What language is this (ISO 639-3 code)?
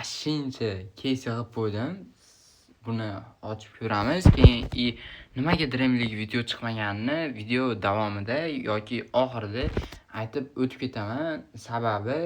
uzb